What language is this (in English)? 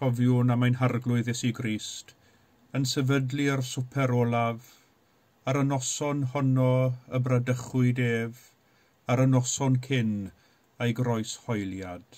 Welsh